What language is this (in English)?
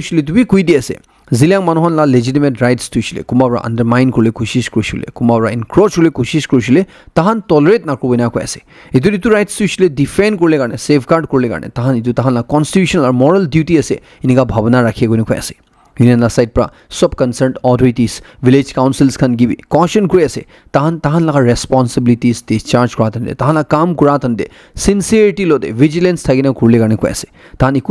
Naga Pidgin